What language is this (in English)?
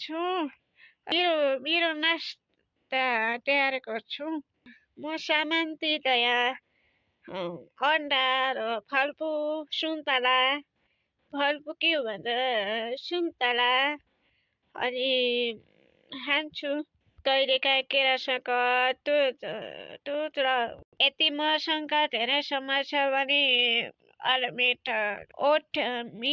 Nepali